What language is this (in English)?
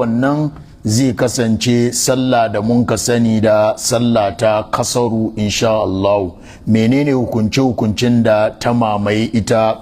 Hausa